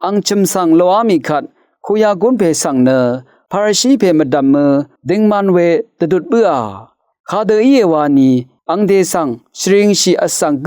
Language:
Rawang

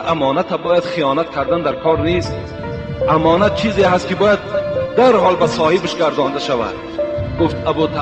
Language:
Tajik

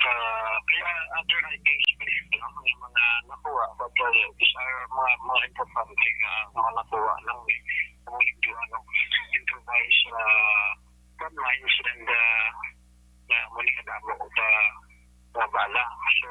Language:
Hiligaynon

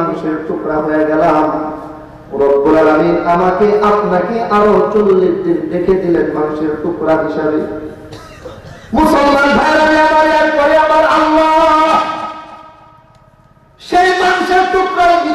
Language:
Bangla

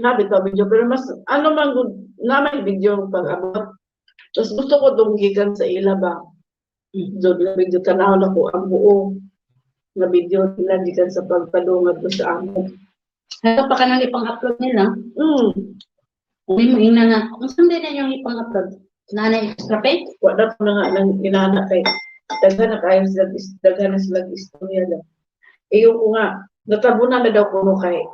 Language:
Cebuano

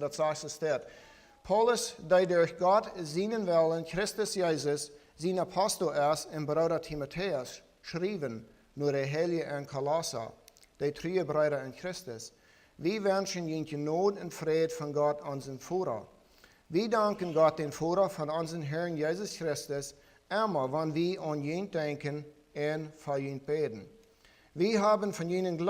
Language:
Plautdietsch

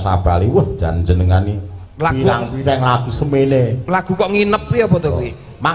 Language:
Javanese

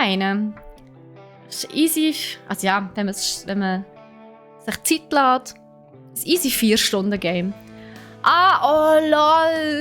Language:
Swiss German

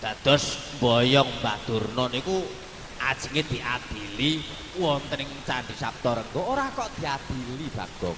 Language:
Javanese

